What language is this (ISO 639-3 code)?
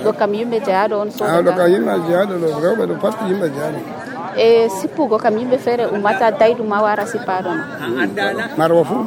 fuv